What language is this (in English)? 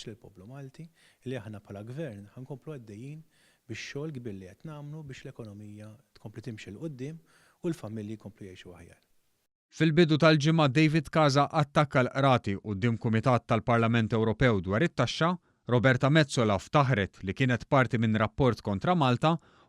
Maltese